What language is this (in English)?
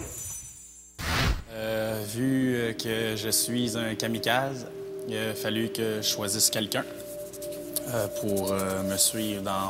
French